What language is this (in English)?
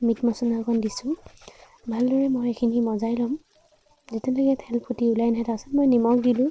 Assamese